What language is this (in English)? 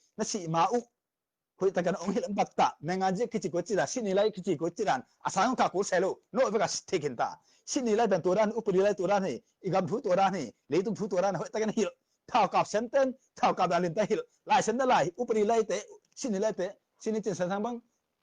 Tedim Chin